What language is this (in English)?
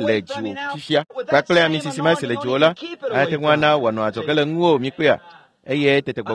Ewe